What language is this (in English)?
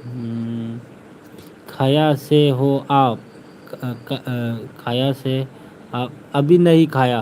Manipuri